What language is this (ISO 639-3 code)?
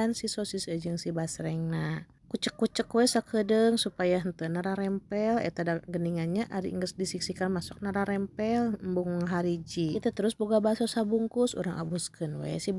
sun